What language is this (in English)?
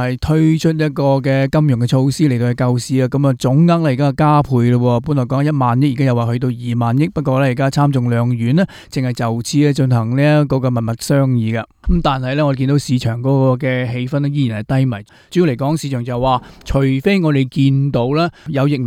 Cantonese